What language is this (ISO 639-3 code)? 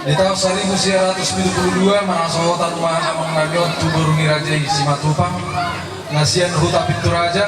bbc